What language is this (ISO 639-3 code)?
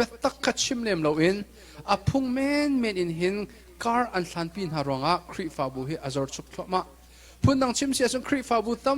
cnh